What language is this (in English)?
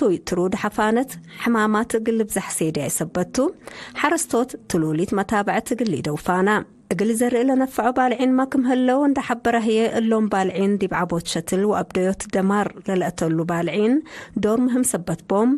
Tigre